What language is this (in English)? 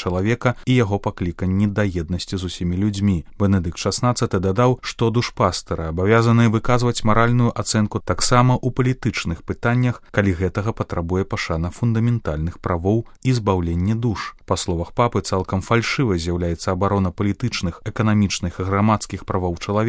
Belarusian